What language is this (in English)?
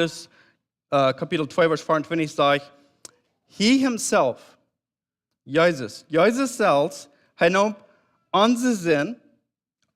Plautdietsch